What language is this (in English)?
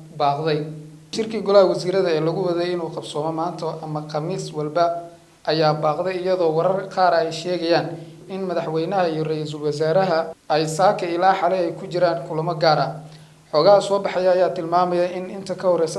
Somali